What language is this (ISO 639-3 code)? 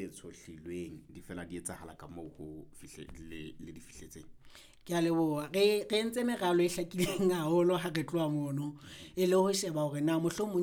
sot